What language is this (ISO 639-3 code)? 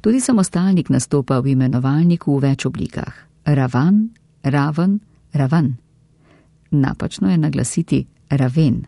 slv